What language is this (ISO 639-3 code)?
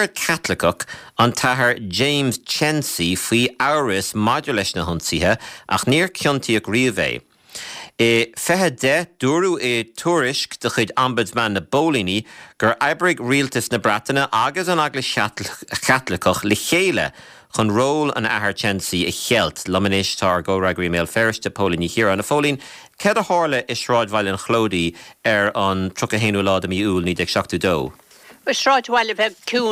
gle